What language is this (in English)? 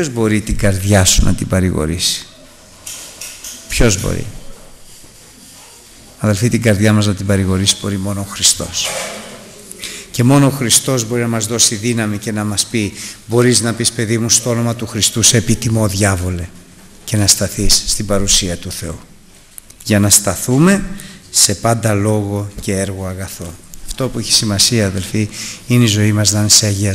Greek